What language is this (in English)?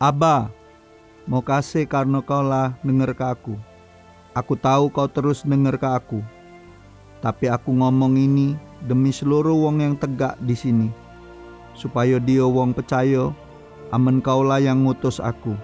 Musi